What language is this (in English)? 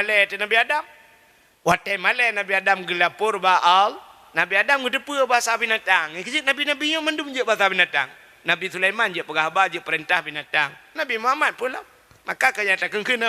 Achinese